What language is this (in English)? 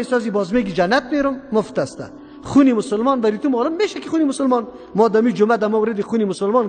Persian